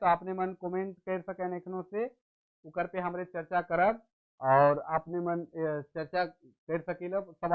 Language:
Sadri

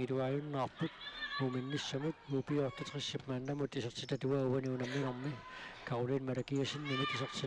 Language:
Kalaallisut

